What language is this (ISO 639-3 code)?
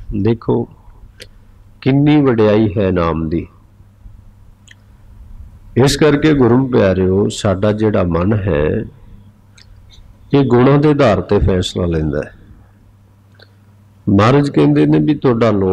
pan